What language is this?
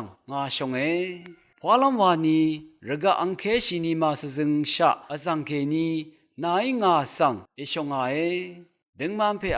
Rawang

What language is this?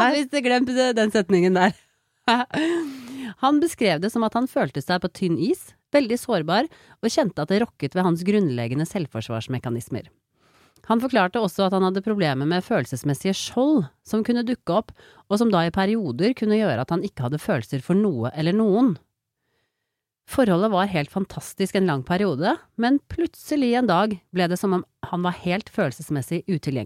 Norwegian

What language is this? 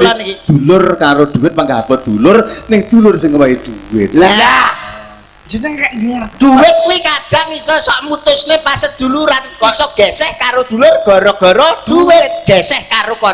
Javanese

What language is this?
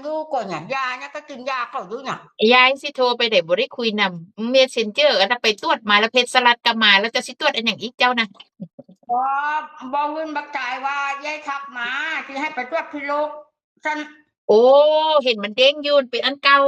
Northeastern Thai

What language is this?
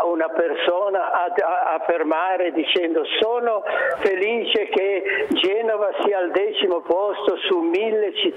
Italian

